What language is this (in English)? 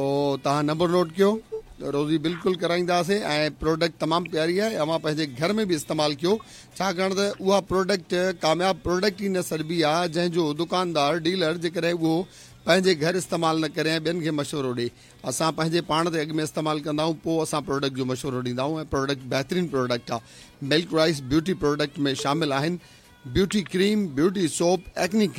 Sindhi